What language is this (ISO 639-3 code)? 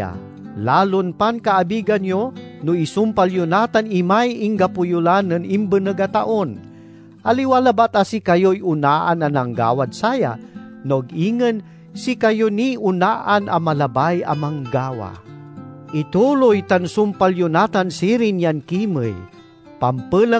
pag